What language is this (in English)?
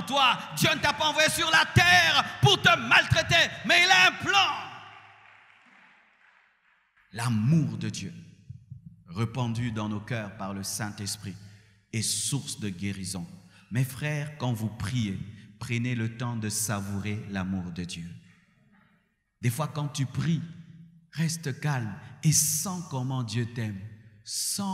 French